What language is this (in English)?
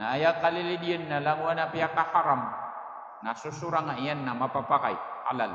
Maranao